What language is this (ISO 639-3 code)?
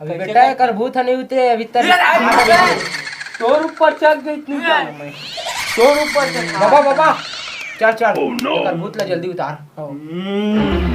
hne